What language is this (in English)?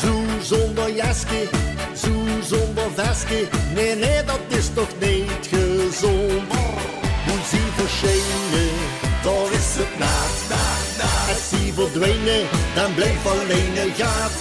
Limburgish